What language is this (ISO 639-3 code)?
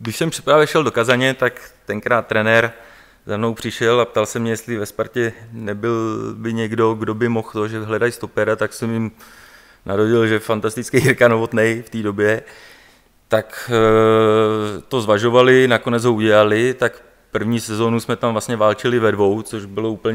ces